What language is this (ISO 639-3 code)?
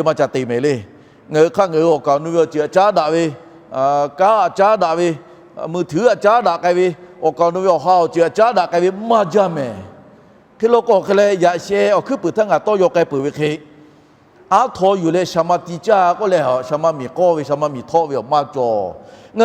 lhu